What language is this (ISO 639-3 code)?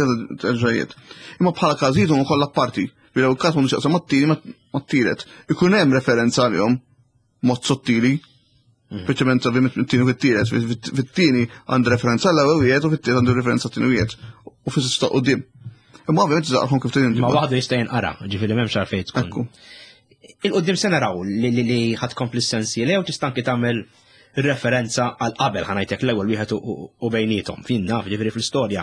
mlt